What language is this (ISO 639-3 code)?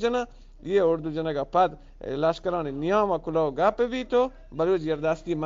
bgp